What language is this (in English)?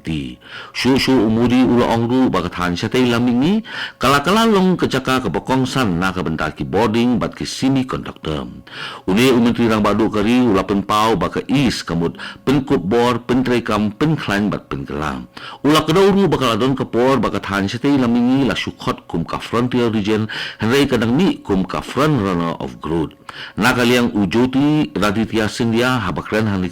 Khasi